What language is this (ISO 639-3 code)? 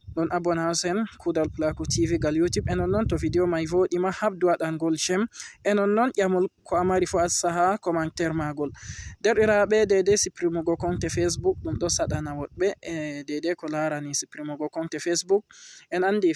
ful